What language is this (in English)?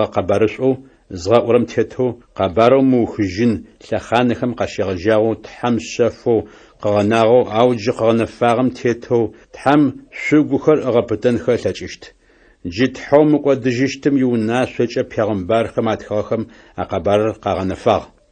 Adyghe